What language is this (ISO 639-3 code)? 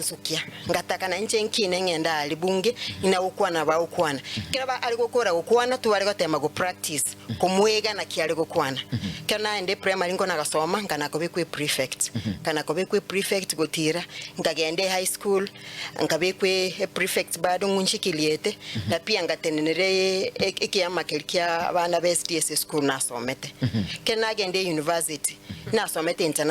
guz